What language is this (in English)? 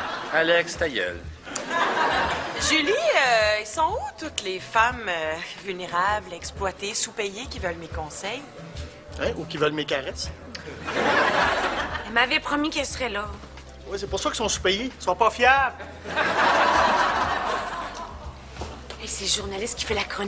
French